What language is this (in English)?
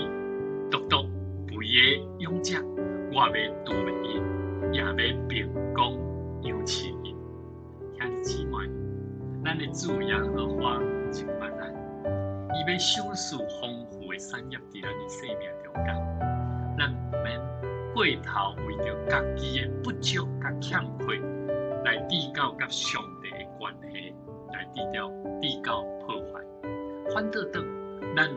Min Nan Chinese